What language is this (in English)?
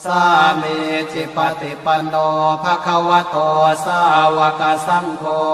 Pali